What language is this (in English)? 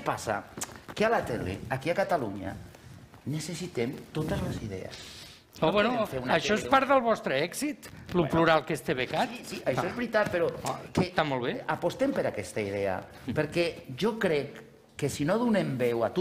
Catalan